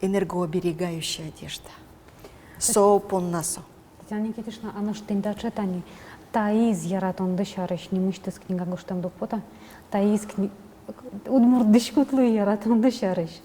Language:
Udmurt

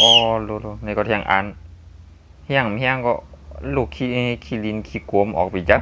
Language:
Shan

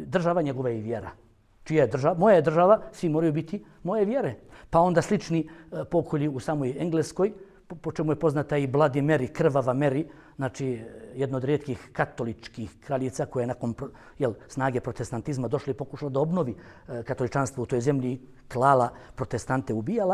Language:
Bosnian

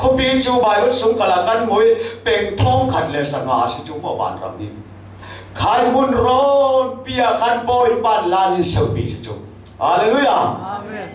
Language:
Falam Chin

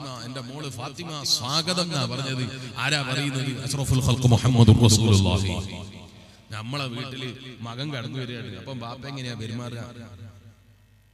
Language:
Malayalam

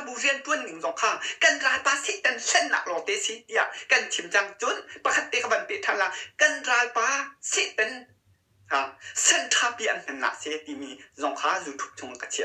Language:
Hakha Chin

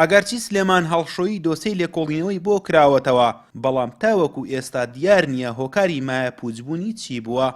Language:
Central Kurdish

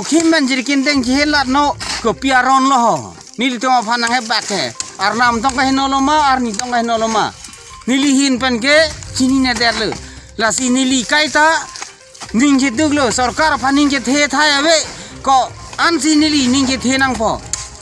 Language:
Karbi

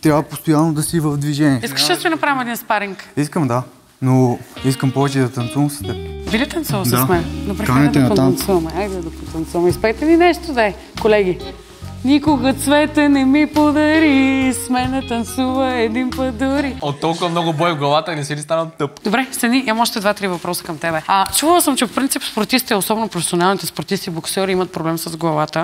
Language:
Bulgarian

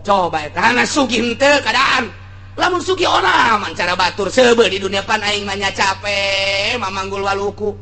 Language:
Sundanese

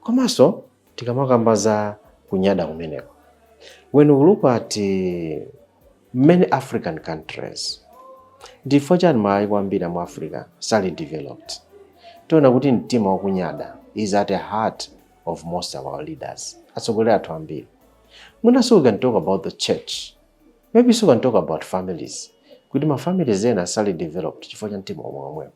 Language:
Nyanja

